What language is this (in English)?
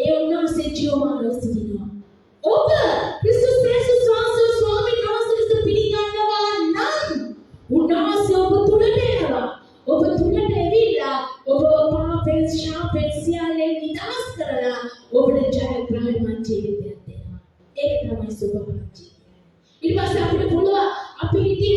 Sinhala